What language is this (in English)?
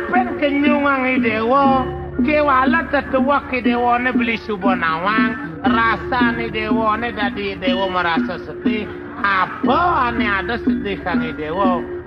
Balinese